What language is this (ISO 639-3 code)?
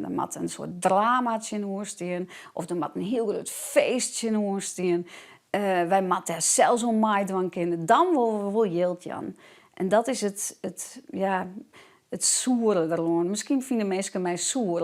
fry